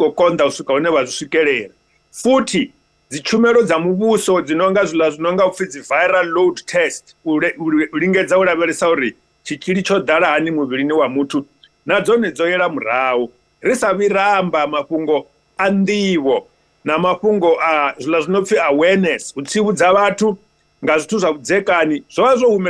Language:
Venda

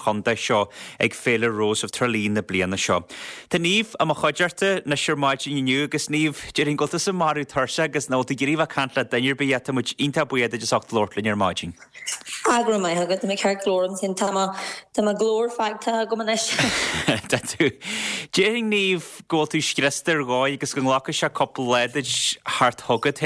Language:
Irish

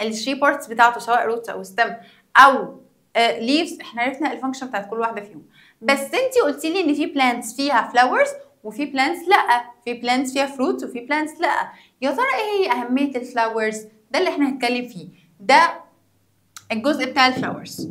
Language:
Egyptian Arabic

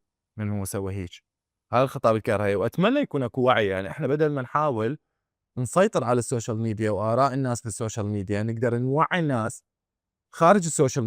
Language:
Mesopotamian Arabic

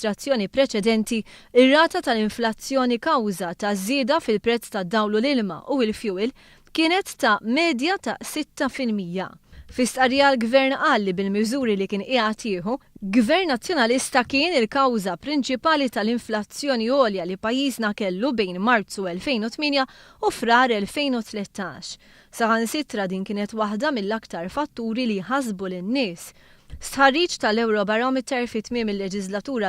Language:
Maltese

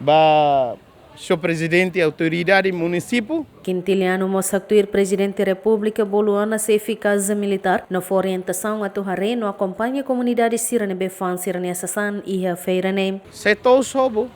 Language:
Tetum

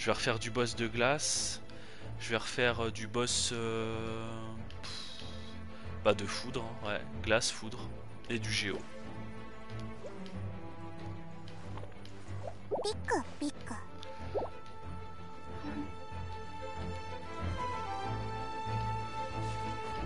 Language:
French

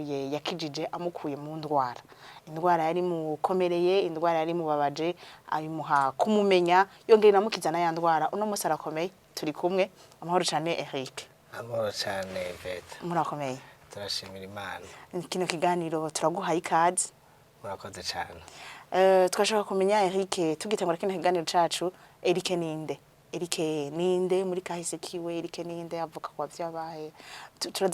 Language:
Rundi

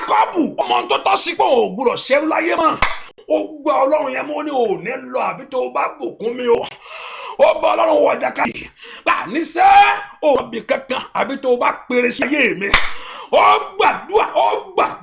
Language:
Yoruba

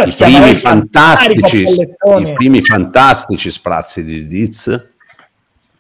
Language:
Italian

